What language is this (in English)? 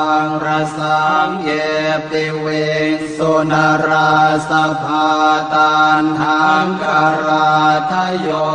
Pali